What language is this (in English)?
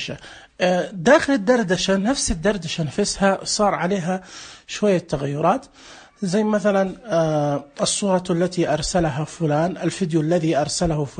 Najdi Arabic